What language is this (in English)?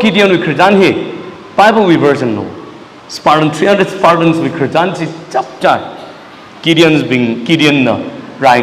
Tangkhul Naga (India)